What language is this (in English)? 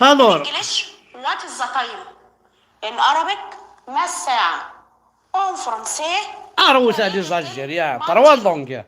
Kabyle